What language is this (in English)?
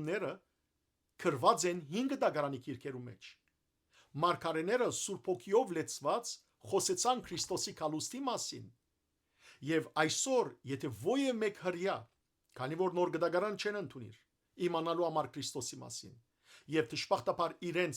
Western Armenian